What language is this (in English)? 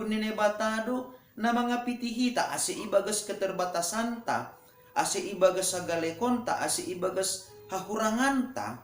Batak Simalungun